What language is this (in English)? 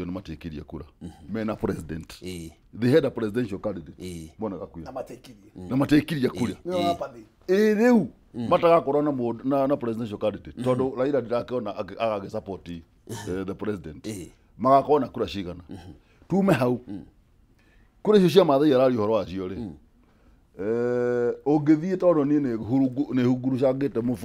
Kikuyu